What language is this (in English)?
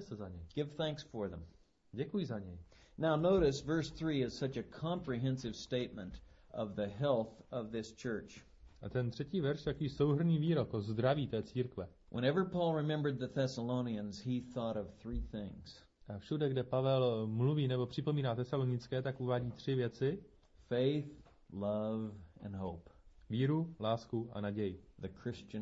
Czech